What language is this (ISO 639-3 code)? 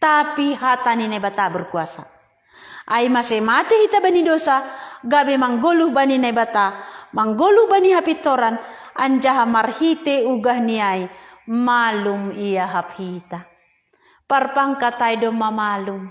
bts